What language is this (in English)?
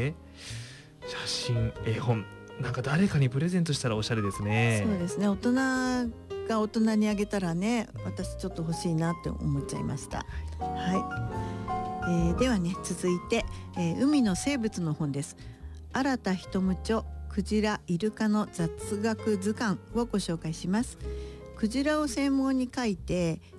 Japanese